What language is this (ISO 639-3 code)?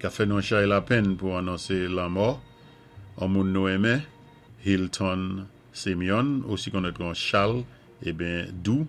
acf